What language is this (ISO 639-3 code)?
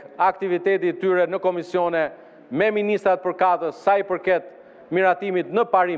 sqi